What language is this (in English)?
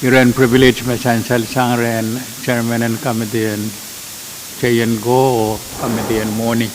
Pohnpeian